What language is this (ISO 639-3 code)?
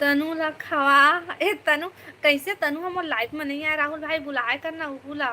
hne